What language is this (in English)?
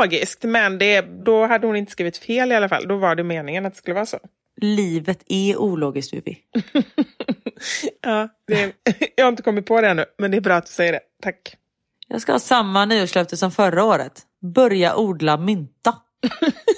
Swedish